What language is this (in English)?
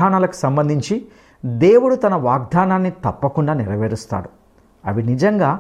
Telugu